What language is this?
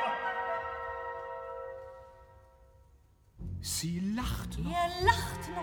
German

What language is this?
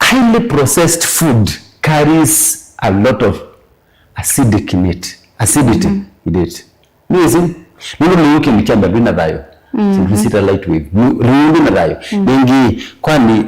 Kamba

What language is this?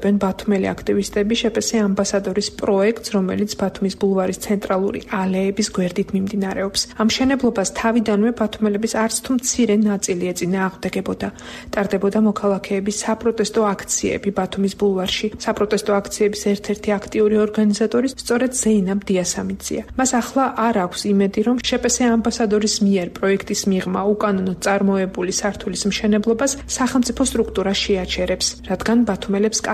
Georgian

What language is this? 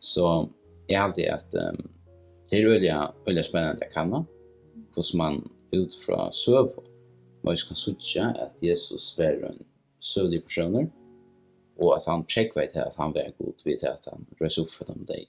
Faroese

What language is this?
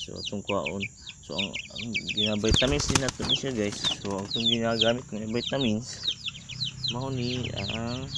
Cebuano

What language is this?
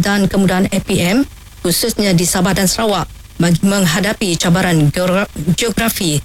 Malay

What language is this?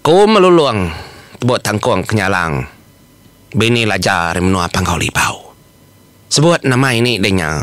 Iban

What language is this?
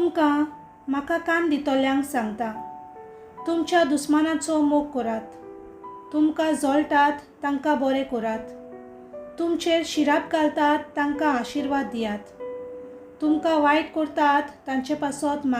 Konkani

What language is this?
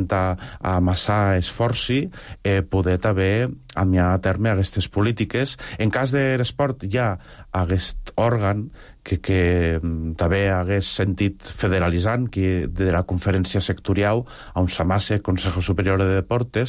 Catalan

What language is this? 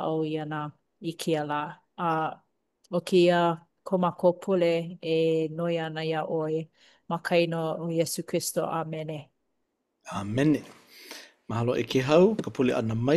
Hawaiian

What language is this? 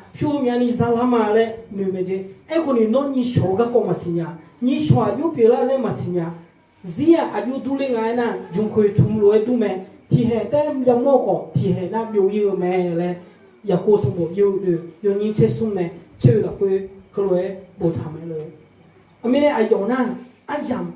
Akha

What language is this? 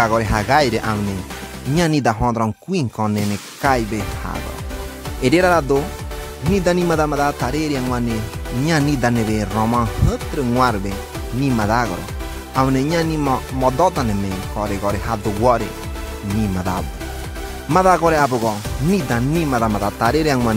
Ngäbere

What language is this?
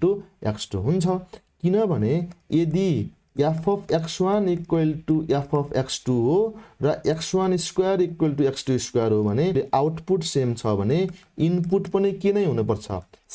Nepali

